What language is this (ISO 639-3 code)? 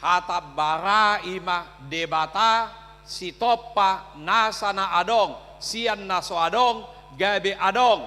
bbc